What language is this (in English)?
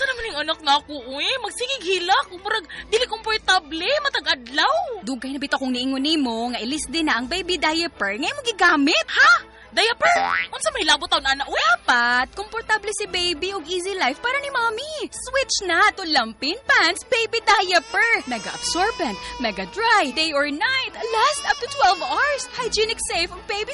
Cebuano